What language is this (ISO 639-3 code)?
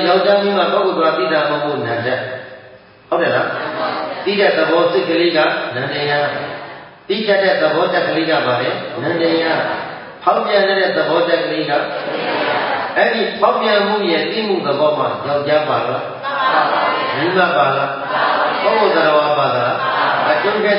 mya